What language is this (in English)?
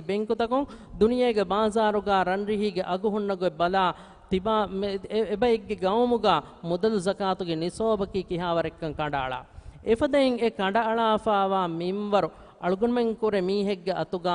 Divehi